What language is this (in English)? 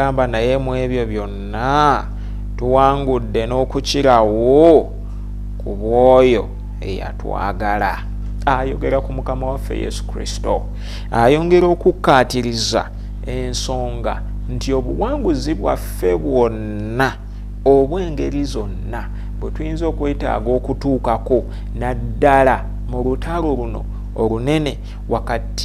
Ganda